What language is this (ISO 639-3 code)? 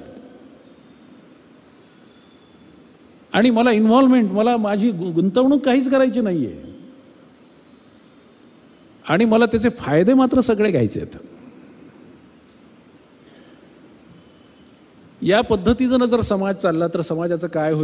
mar